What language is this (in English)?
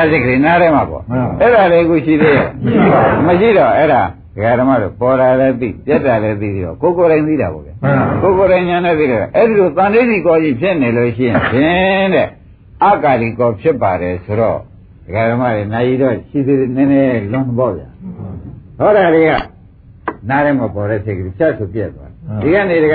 Burmese